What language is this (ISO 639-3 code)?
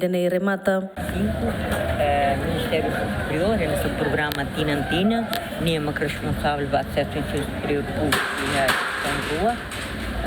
tet